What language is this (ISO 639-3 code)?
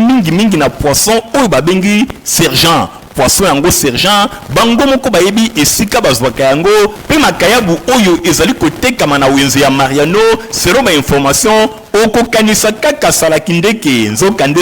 lin